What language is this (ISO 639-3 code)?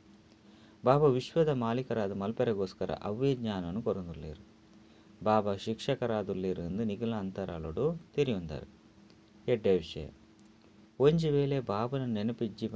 tcy